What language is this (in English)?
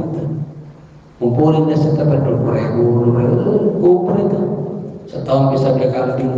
Indonesian